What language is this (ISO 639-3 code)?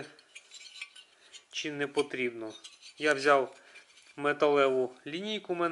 ukr